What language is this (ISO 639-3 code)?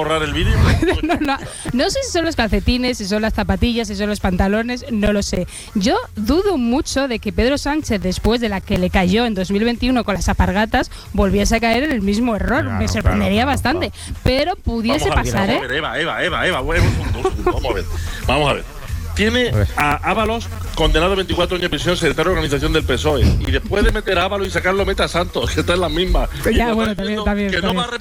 spa